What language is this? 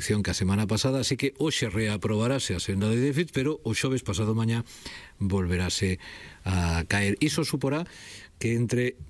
Galician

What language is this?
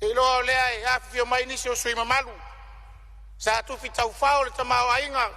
Samoan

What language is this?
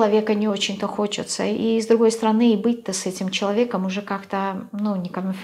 Russian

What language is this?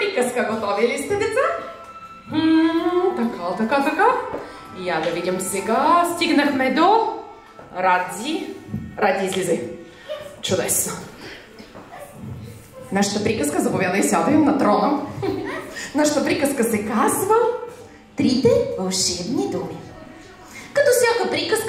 Bulgarian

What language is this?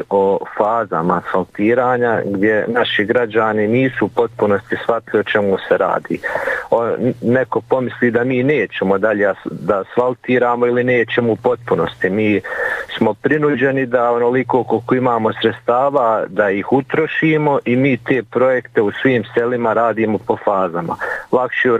Bosnian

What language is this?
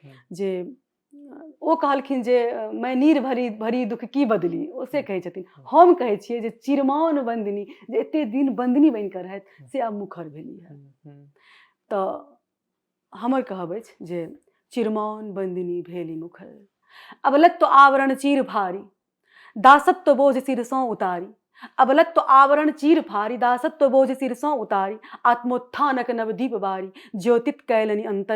Maithili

